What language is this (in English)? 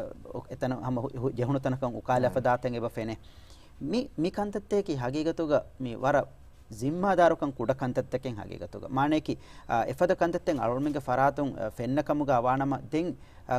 Divehi